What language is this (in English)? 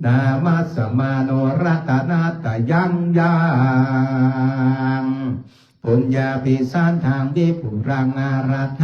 Pali